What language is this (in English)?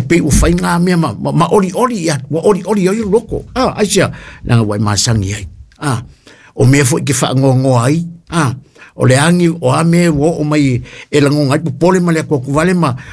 Samoan